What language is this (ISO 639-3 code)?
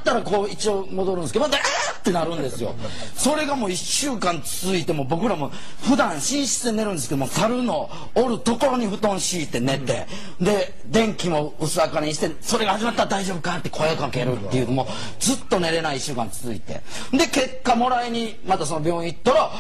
jpn